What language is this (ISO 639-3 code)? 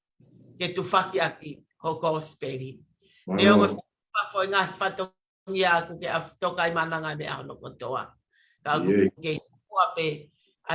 ton